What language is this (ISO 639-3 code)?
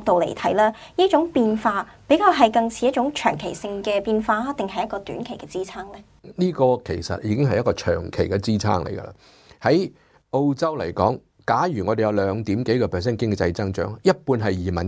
yue